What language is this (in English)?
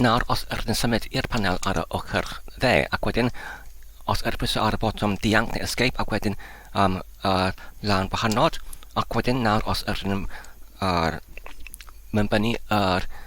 Welsh